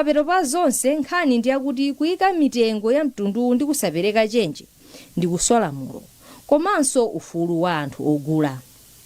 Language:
Nyanja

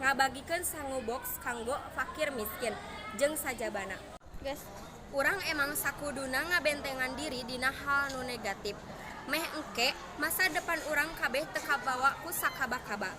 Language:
Sundanese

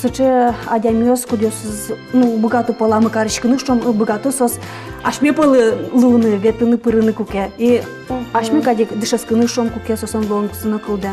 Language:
Udmurt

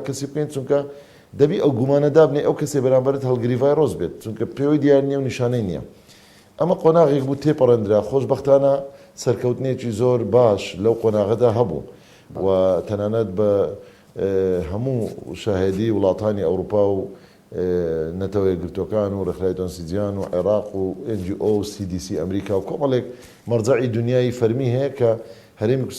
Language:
Central Kurdish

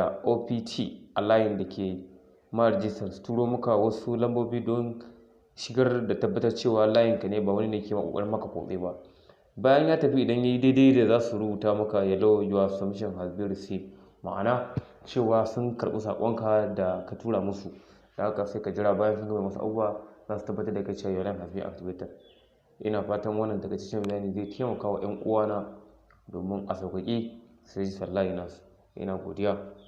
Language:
Hausa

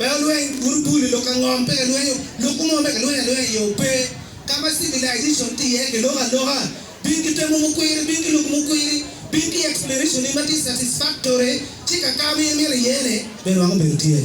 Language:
Acoli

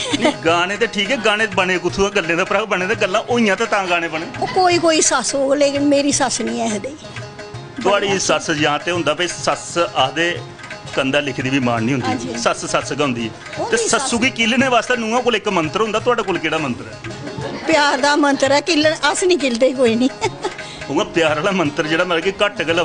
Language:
Dogri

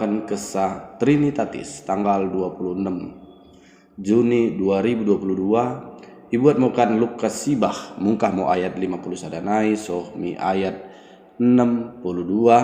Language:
Batak Dairi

